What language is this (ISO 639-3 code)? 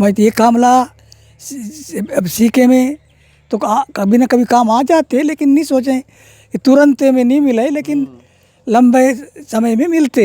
hne